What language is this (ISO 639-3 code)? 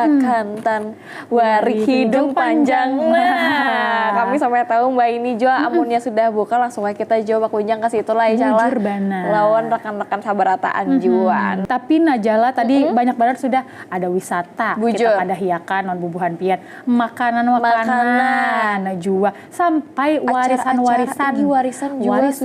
bjn